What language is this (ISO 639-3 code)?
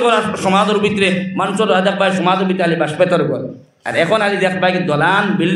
syl